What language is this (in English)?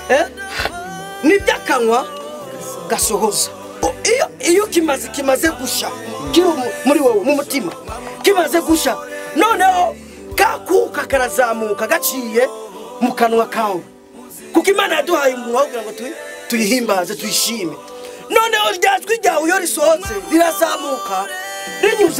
Kinyarwanda